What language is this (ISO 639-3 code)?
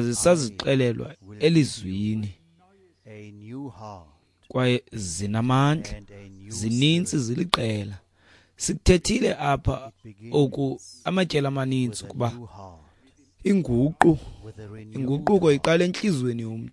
xho